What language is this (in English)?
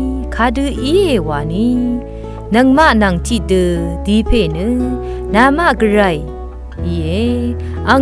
Rawang